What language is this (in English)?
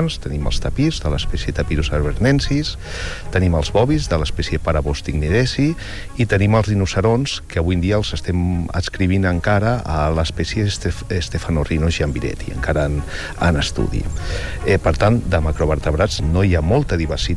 Catalan